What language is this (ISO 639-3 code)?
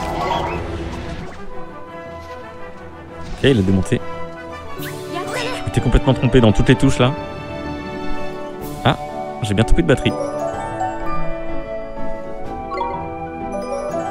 fra